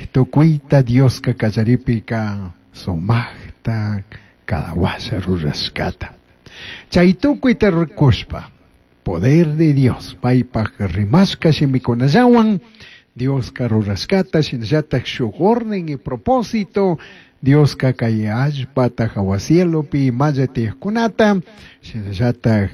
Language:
Chimborazo Highland Quichua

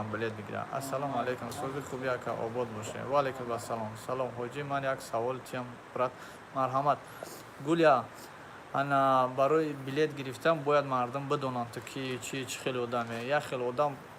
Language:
Tajik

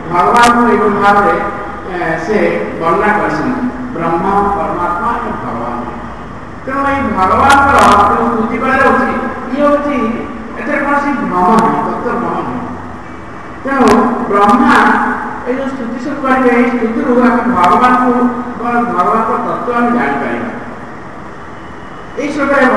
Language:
Odia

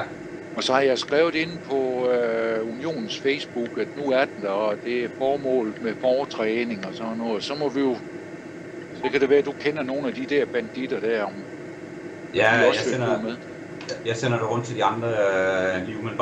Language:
Danish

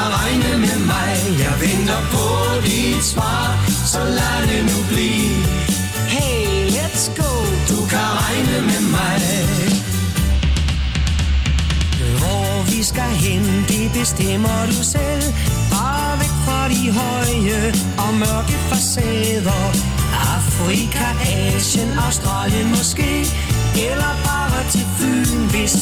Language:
Danish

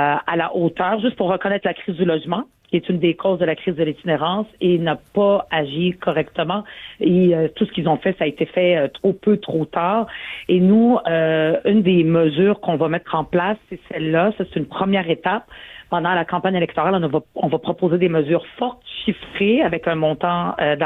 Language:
French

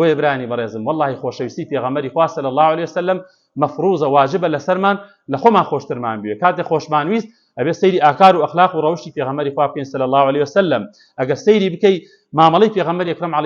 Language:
Central Kurdish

